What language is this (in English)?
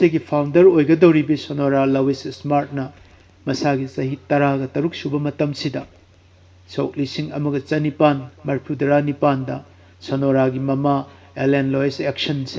Manipuri